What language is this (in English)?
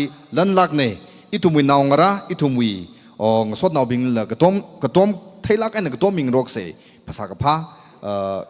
Tangkhul Naga (India)